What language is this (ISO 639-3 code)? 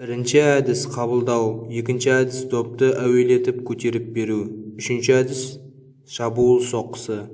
kaz